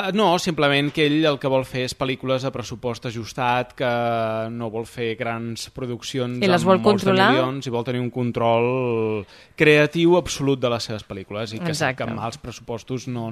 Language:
Catalan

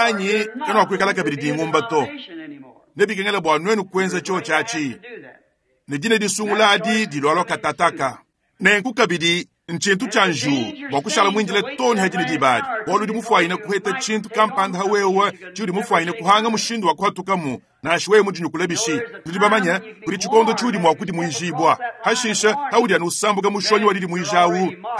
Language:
Luba-Lulua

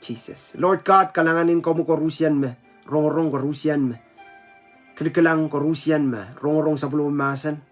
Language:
Pohnpeian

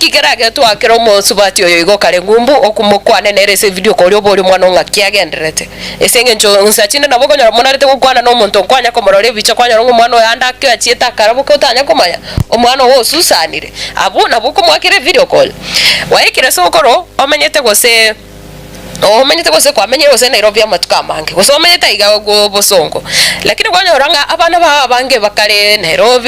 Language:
Gusii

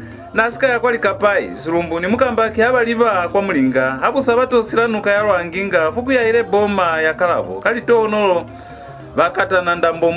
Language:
Lozi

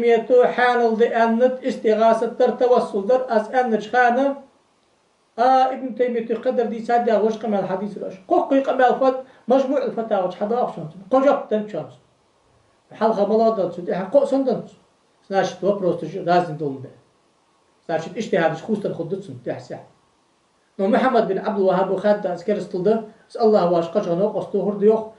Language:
Ingush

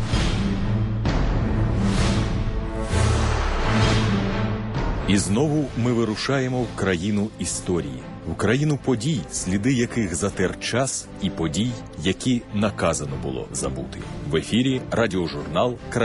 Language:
Ukrainian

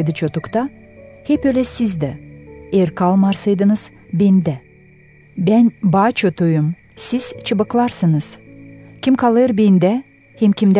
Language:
Gagauz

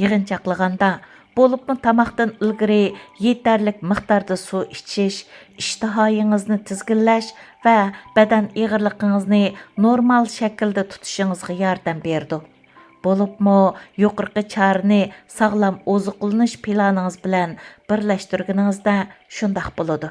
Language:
Uyghur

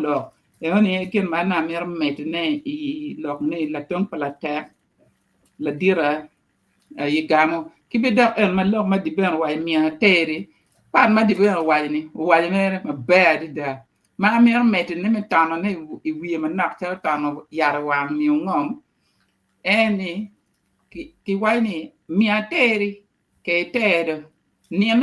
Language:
Acoli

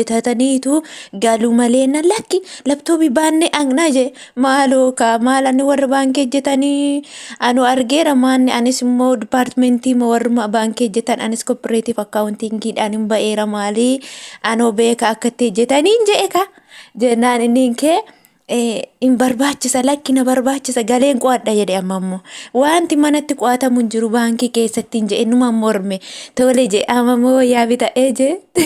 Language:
Oromo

